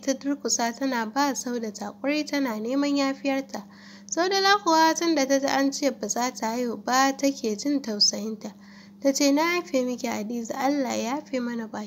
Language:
Hausa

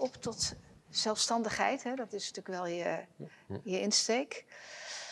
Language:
Dutch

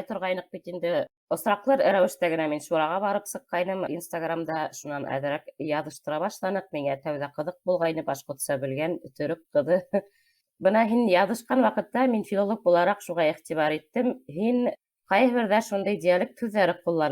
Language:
Bashkir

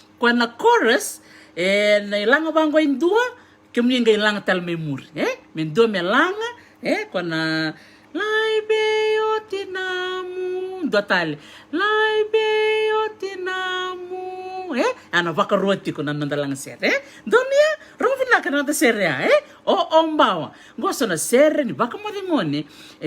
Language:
Fijian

